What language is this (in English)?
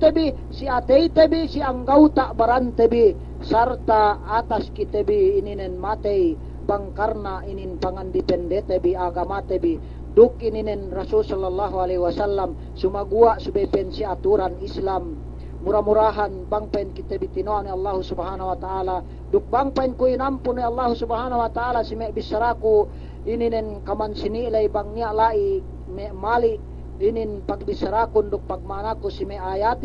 Yakan